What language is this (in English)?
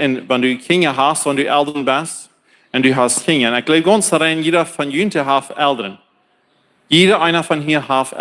Plautdietsch